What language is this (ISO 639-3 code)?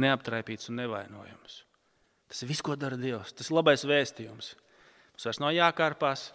lav